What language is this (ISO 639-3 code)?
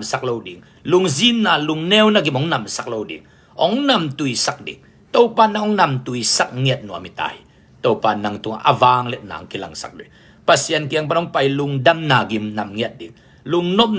ctd